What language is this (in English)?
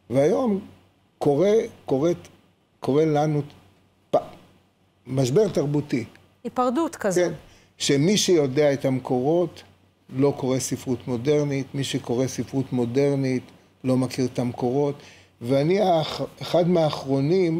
Hebrew